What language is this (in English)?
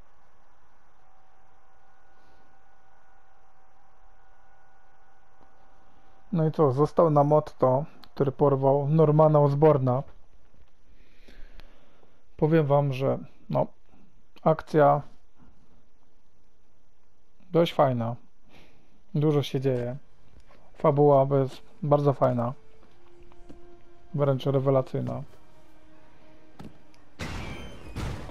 Polish